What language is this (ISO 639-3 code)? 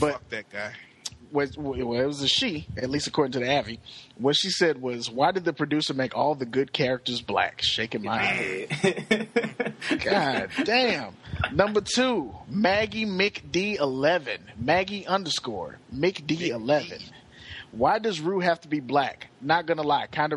eng